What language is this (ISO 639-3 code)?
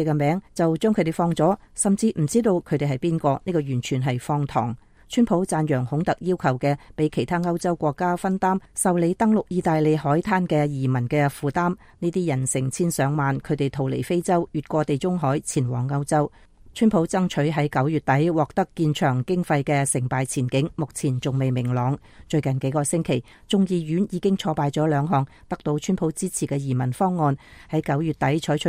yue